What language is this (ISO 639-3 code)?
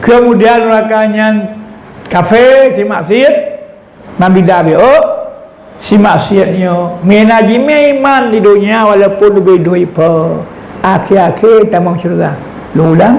ace